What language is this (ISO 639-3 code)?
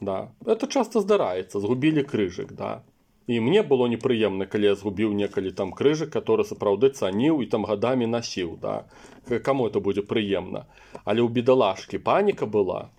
bel